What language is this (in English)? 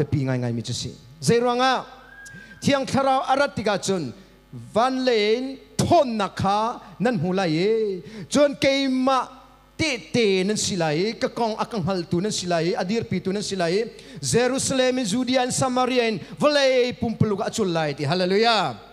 Hakha Chin